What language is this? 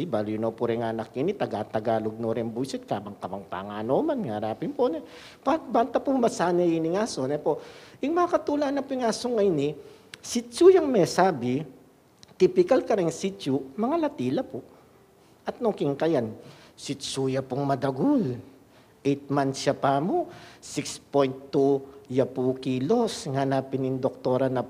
Pampanga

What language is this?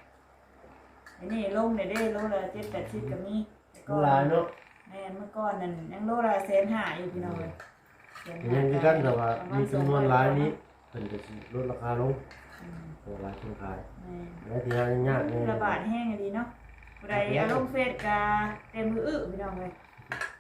Lao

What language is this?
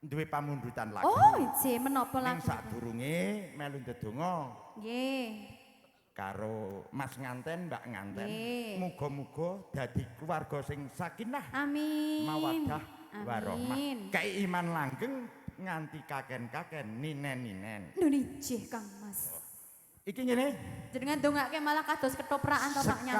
Javanese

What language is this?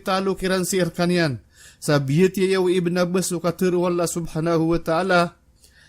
Maranao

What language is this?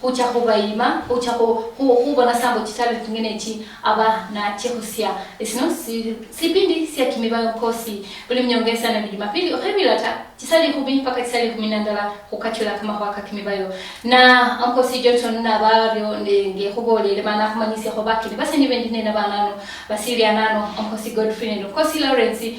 Luyia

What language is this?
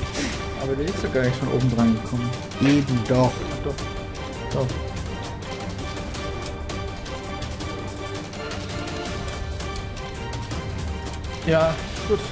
German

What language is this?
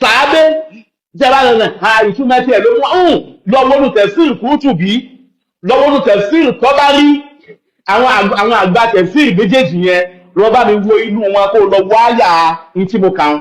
Yoruba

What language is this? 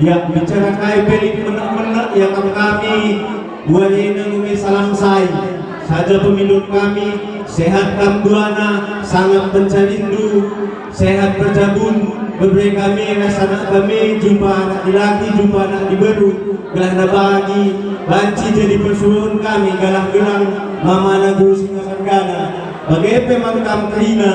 Batak Karo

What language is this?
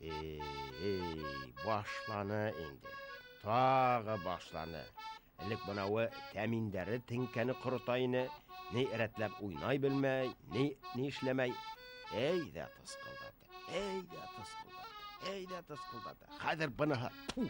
Bashkir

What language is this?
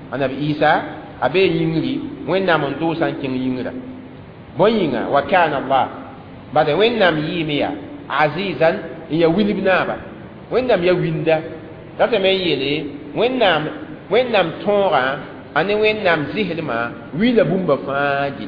Mossi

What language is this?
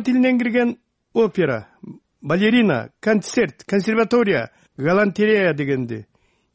Kyrgyz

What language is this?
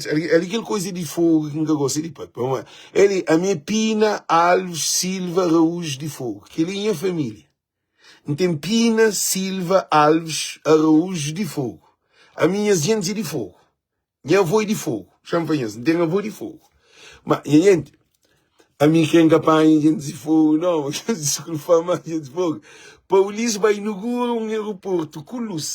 Kabuverdianu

